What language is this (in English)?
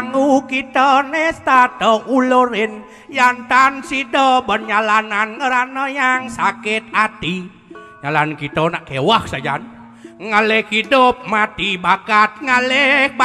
Balinese